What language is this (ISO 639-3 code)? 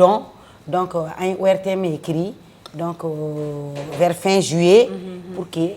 bam